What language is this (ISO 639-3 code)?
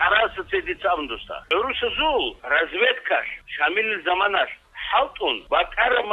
ava